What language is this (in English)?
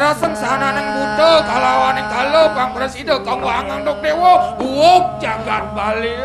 Balinese